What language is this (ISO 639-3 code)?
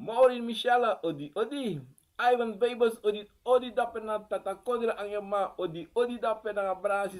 srn